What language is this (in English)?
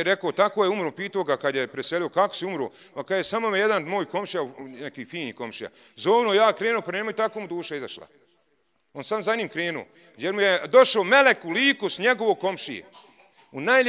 Bosnian